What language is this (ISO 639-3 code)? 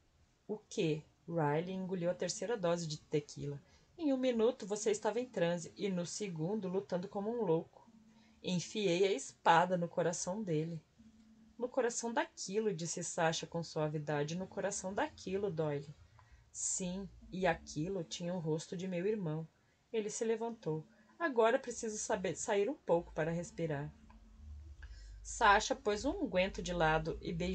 por